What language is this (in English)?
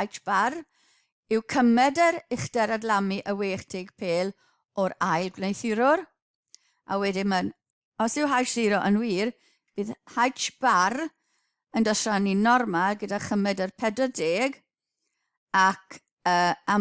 Welsh